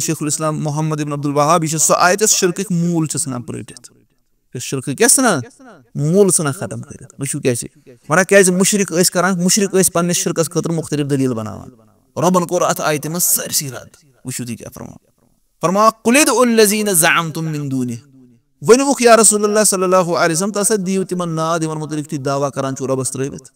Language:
Kashmiri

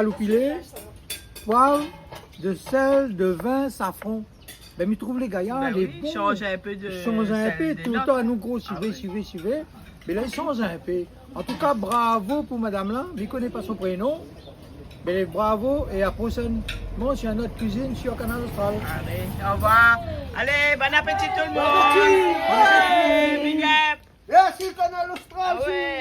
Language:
Réunion Creole French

